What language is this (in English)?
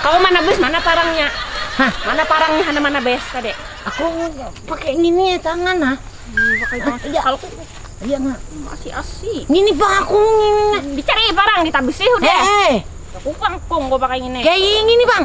Banjar